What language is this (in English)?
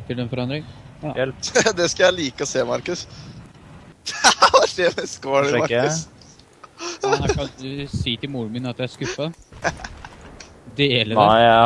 Norwegian